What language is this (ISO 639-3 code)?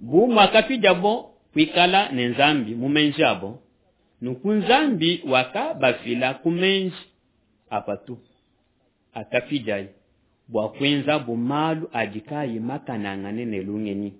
lua